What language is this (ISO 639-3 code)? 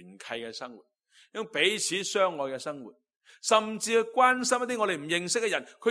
yue